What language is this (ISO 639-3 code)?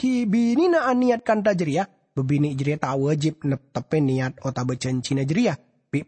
mad